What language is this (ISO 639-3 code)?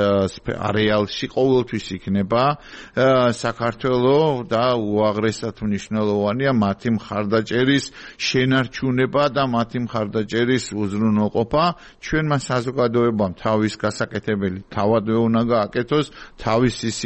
kat